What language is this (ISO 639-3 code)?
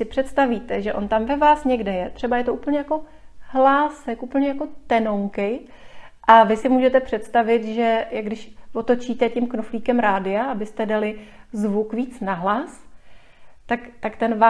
ces